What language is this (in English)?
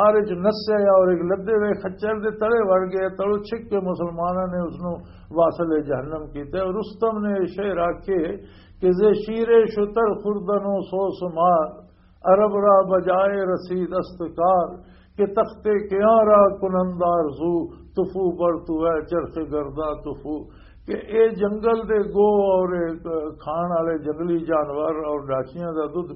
Western Panjabi